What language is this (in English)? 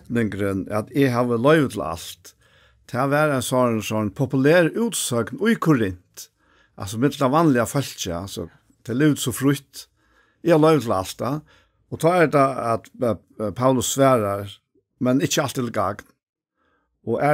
Faroese